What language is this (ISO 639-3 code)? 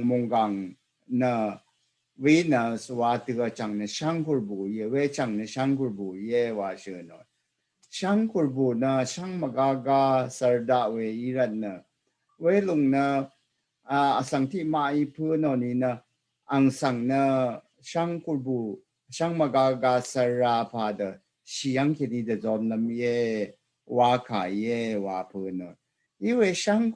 raw